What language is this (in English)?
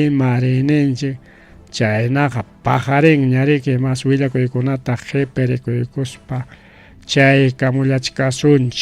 Ayacucho Quechua